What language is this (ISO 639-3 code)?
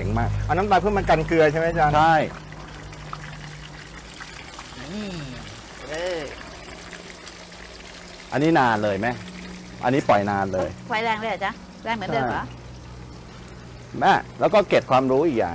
tha